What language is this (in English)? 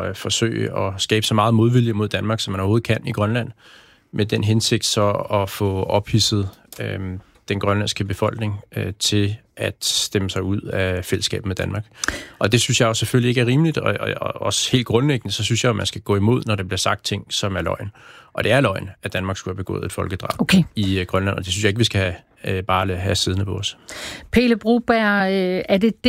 Danish